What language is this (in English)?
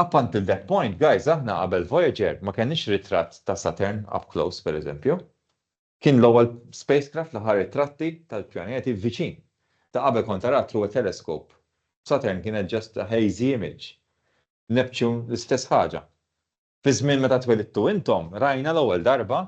Maltese